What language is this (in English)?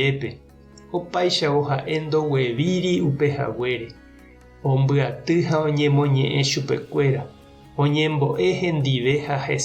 Guarani